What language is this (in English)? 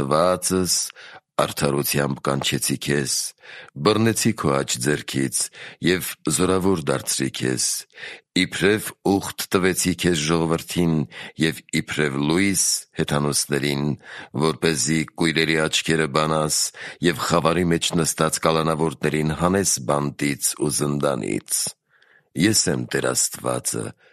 Armenian